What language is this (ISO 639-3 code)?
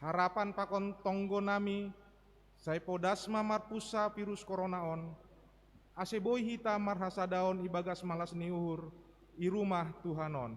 bts